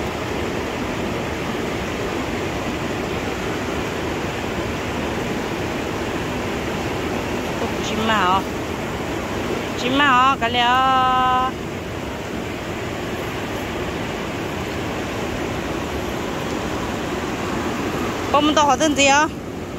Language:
Vietnamese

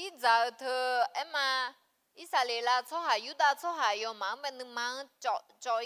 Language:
Akha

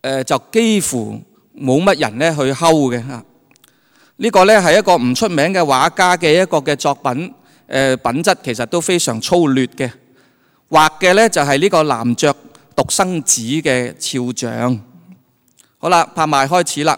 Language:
Cantonese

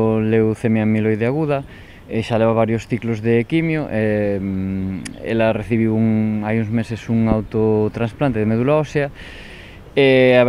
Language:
Galician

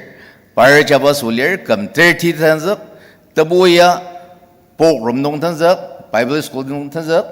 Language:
Ao Naga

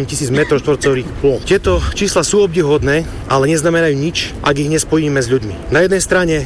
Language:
Slovak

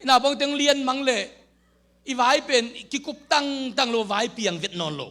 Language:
Tedim Chin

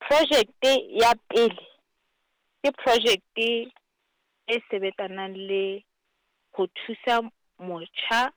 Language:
Southern Sotho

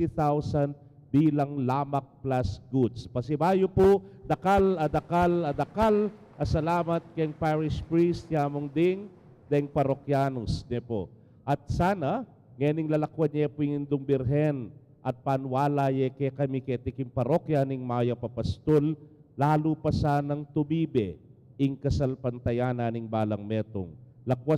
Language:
Pampanga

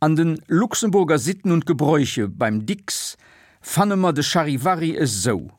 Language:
Luxembourgish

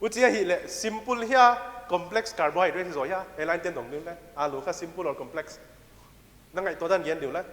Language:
Paite Chin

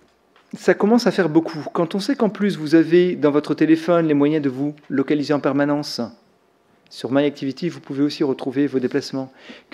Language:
French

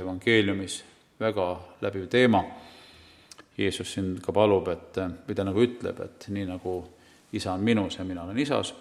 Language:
Estonian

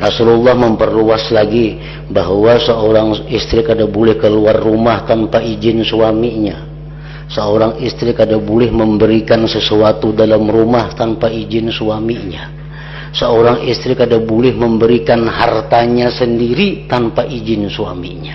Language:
Banjar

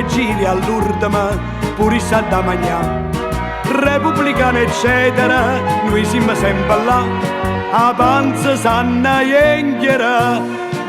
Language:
Neapolitan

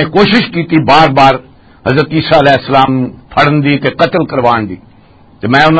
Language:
Western Panjabi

